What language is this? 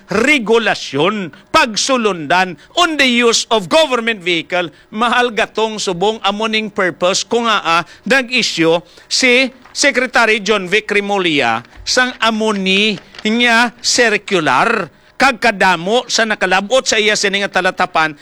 Hiligaynon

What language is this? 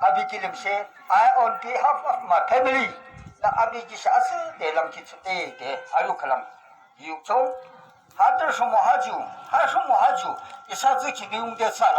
Yimchungru Naga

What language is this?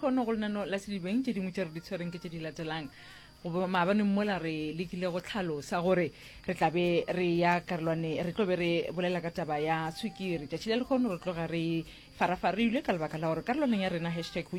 Northern Sotho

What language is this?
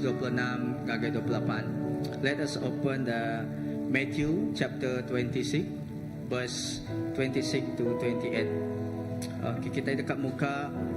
Iban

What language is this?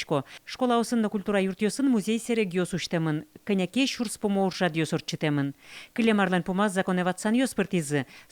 Udmurt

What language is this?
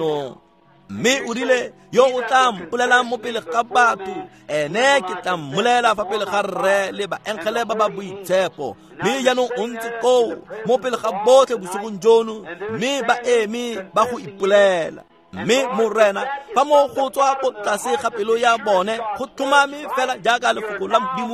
Tswana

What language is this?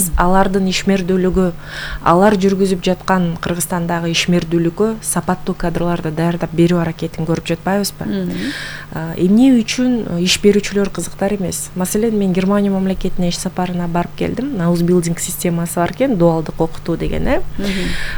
Kyrgyz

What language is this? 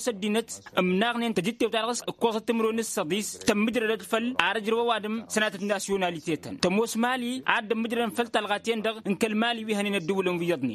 Tamasheq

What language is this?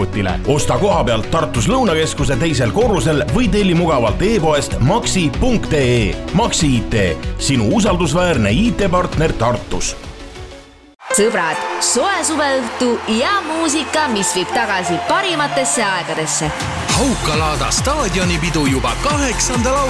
Estonian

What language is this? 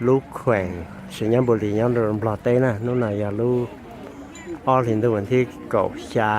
Hmong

